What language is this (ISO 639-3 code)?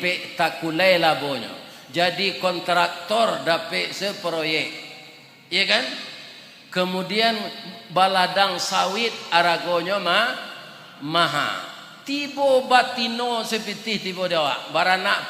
min